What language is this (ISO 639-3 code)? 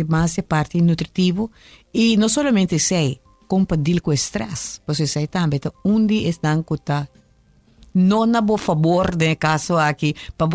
pap